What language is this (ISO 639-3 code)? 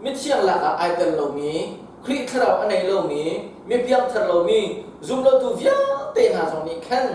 cnh